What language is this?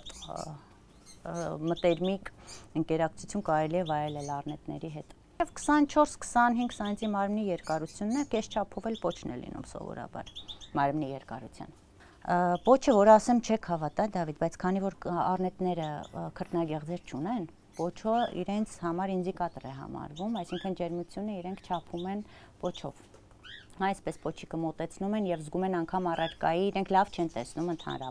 Armenian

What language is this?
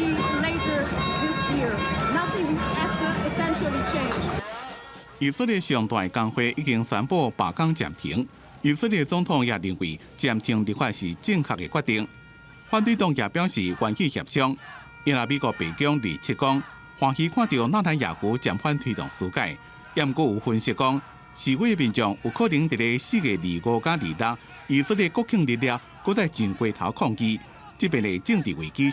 Min Nan Chinese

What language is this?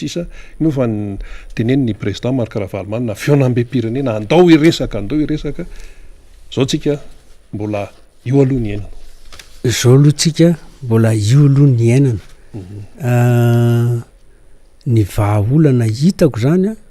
Malagasy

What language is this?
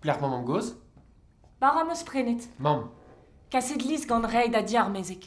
Breton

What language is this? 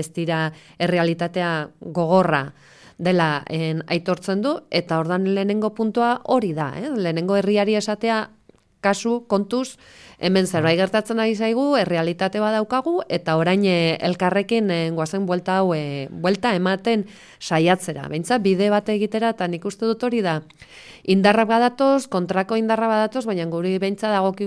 Basque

